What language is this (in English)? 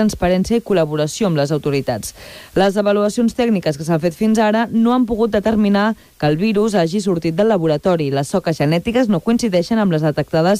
Catalan